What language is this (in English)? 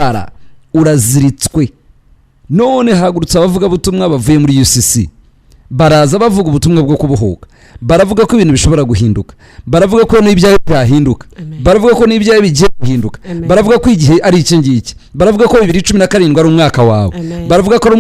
Kinyarwanda